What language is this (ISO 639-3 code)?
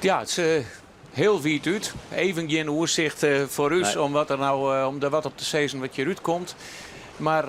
fry